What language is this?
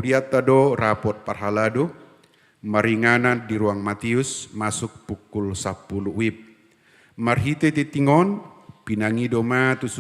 Batak Toba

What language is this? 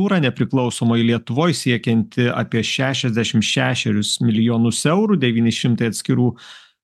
Lithuanian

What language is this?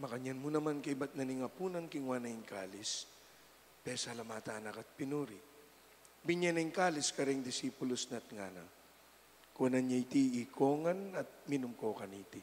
Pampanga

